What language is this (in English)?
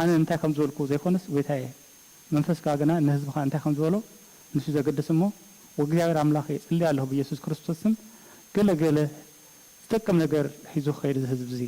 Tigrinya